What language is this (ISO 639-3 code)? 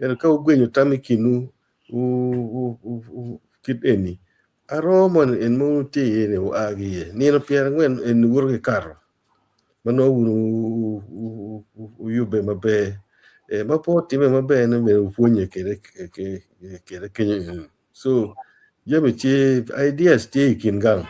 ach